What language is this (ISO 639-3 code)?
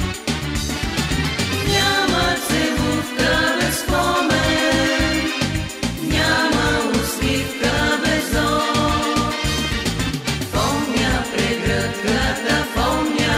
bul